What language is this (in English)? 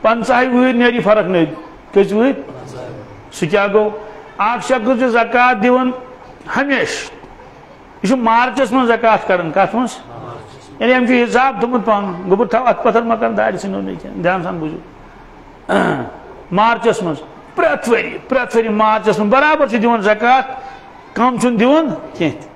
Kashmiri